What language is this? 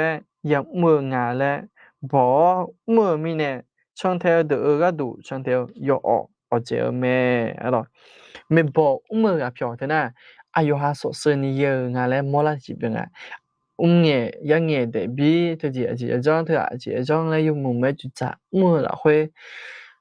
Akha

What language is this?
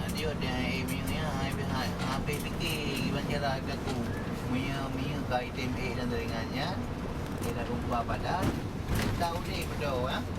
Achinese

